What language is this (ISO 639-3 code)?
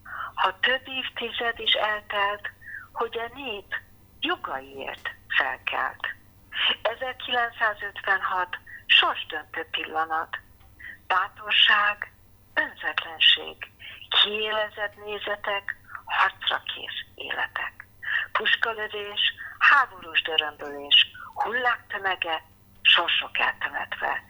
hun